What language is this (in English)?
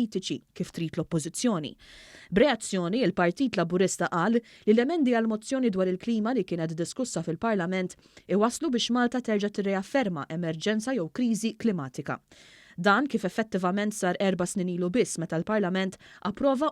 Maltese